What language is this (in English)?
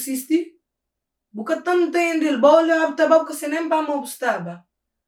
Kabuverdianu